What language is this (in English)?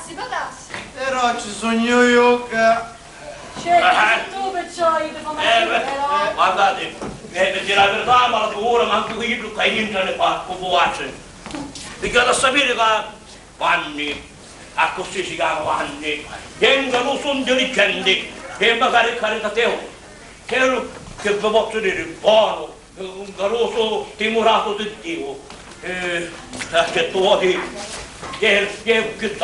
Sicilian